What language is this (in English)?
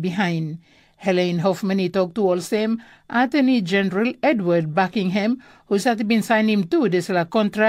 Tok Pisin